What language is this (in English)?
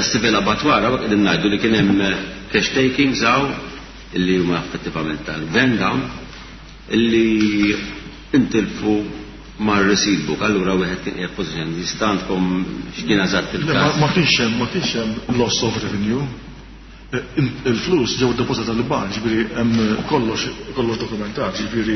Maltese